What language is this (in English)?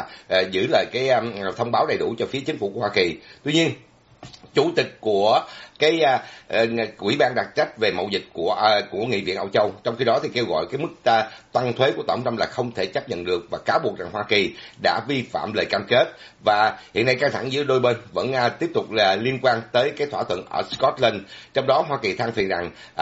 Vietnamese